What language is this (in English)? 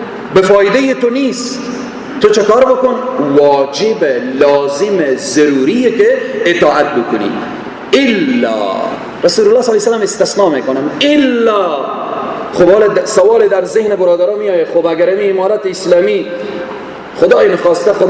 Persian